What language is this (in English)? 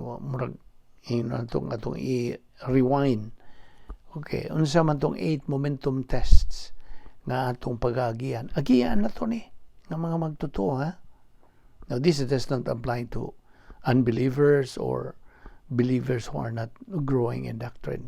Cebuano